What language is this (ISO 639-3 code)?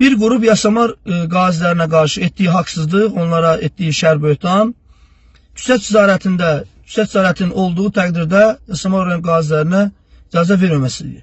aze